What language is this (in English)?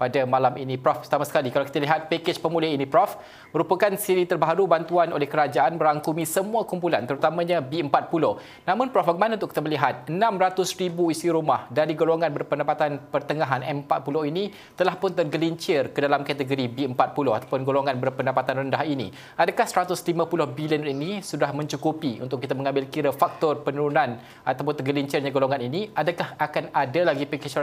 Malay